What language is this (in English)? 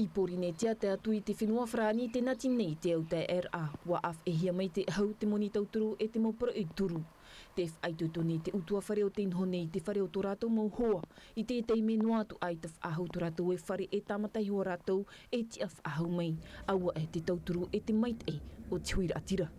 Tahitian